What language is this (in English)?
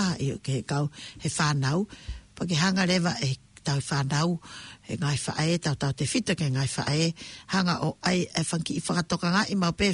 Tongan